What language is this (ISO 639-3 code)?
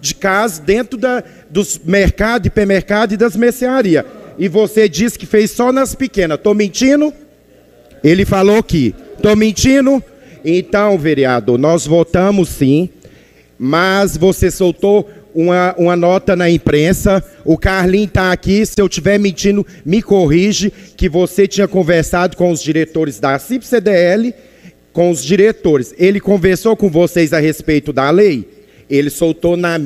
por